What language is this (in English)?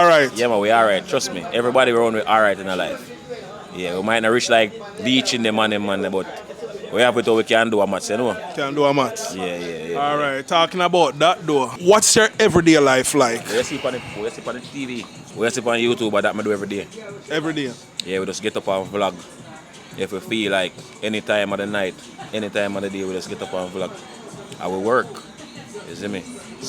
Jamaican Creole English